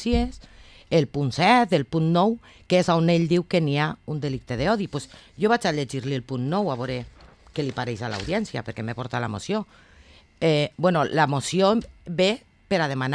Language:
Catalan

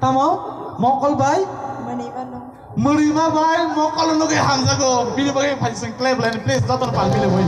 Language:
Kok Borok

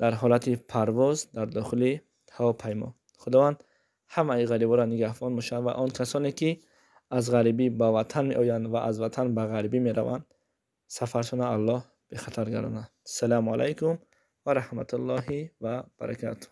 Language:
Tajik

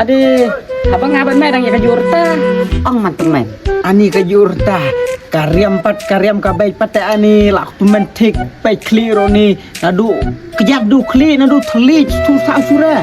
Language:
Khasi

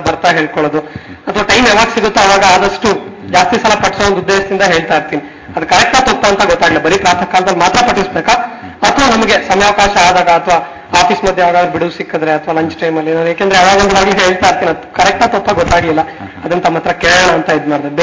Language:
Kannada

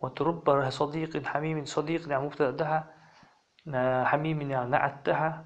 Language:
Ingush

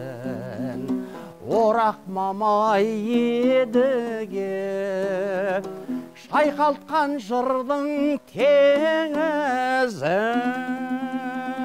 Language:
Kazakh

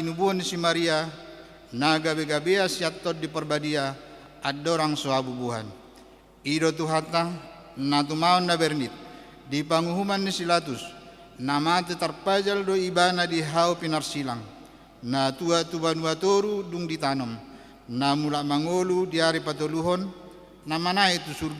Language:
Batak Toba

